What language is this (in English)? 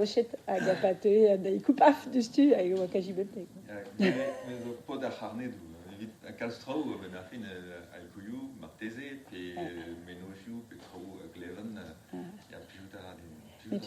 Breton